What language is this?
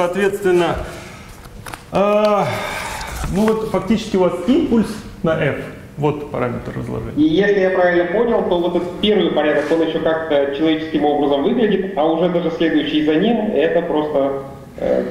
Russian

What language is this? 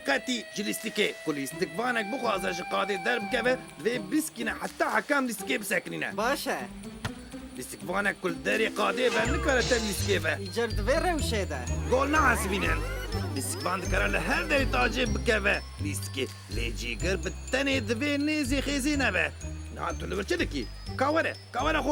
Kurdish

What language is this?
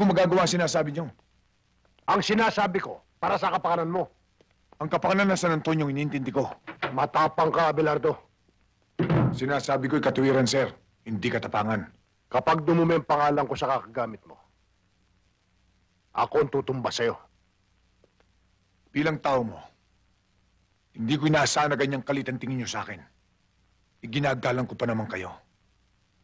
Filipino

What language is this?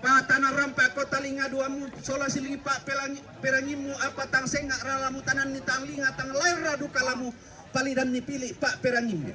Toraja-Sa'dan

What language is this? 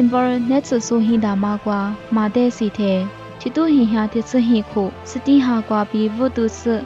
Lisu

